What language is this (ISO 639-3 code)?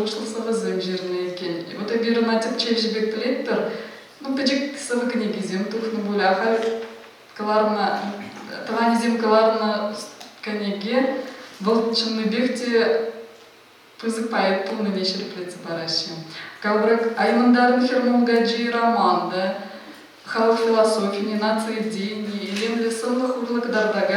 chv